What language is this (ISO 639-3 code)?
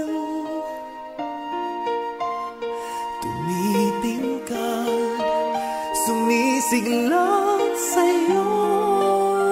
fil